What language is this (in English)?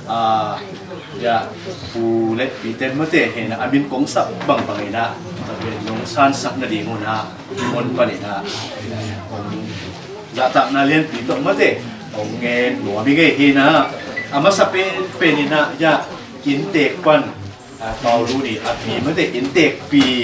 Tedim Chin